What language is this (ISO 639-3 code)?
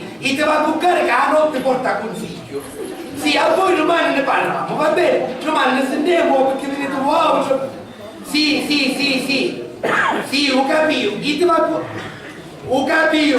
scn